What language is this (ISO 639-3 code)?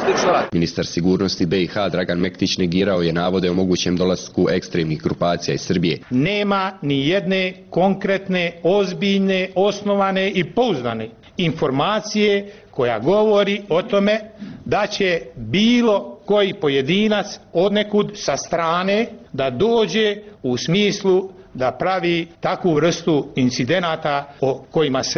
bos